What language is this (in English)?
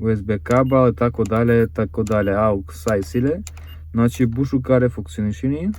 Romany